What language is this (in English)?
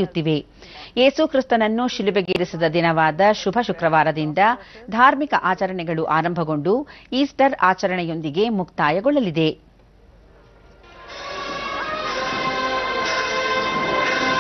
Kannada